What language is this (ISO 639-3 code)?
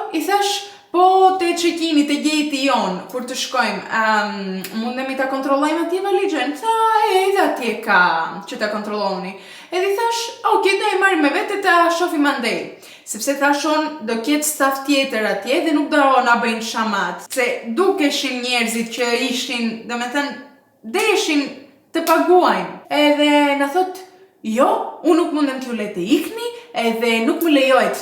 sqi